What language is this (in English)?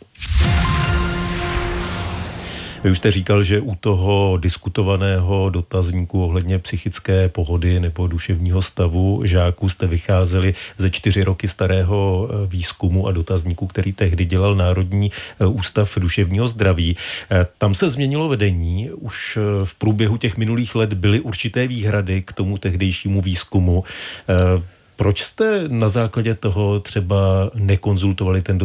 Czech